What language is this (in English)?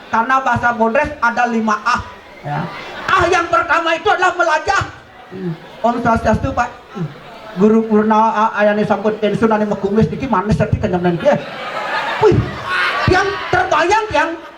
Balinese